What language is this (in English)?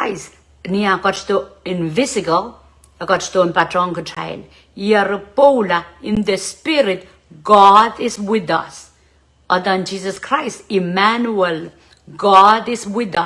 Pohnpeian